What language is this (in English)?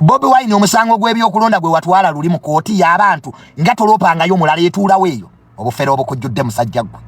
Ganda